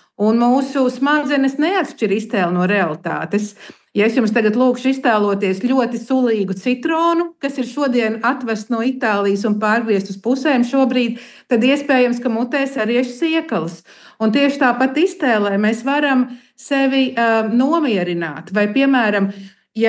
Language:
Latvian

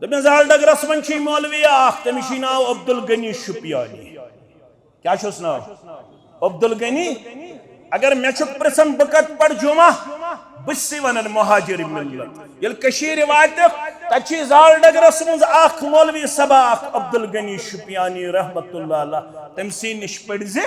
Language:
Kashmiri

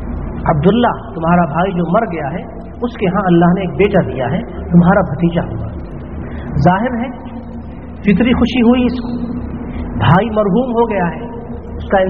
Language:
Urdu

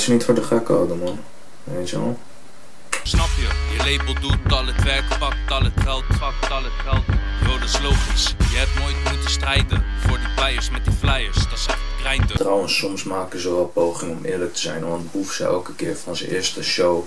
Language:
Dutch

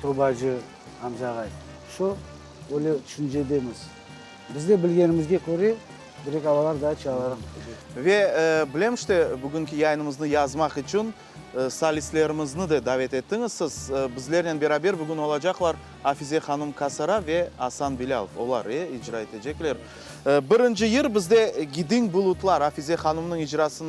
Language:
Crimean Tatar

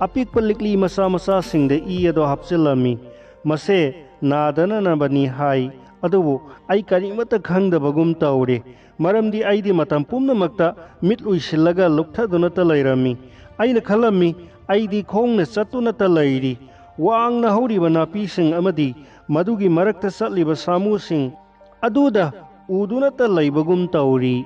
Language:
Manipuri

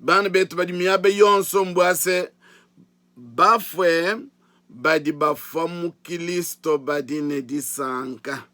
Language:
Luba-Lulua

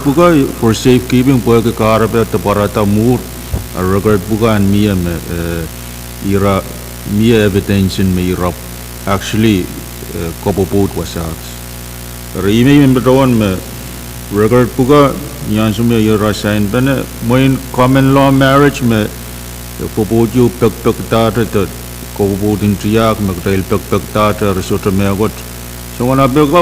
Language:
Pohnpeian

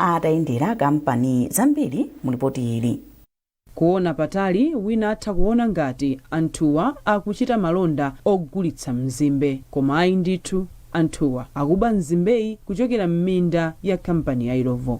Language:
Nyanja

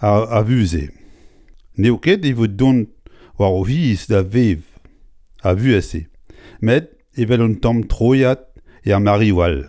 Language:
Breton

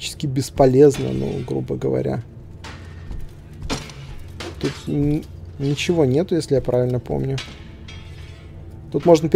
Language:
Russian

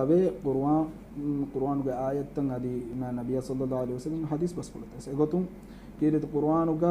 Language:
Divehi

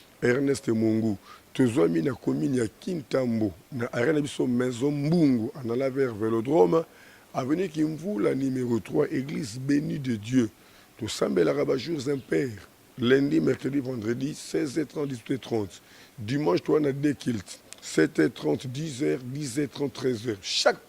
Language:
Lingala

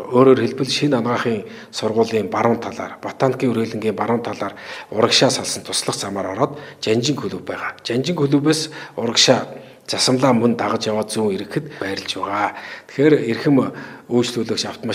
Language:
Mongolian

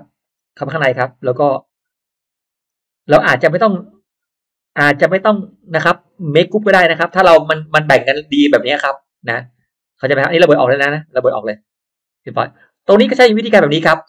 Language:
Thai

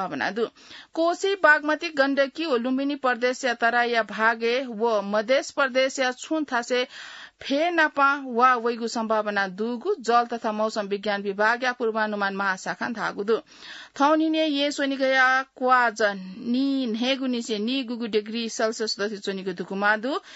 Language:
Newari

